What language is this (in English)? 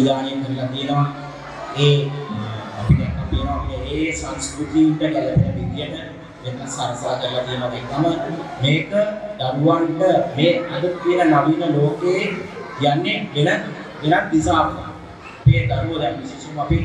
Sinhala